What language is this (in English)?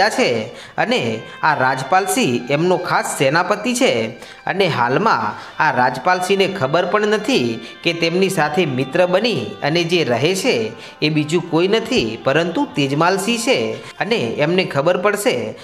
Gujarati